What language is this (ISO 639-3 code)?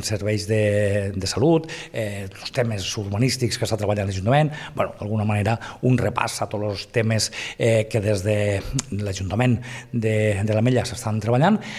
cat